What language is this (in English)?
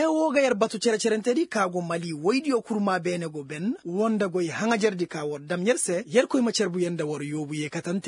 Koyraboro Senni